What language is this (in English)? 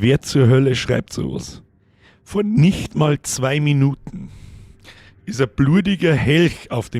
Bavarian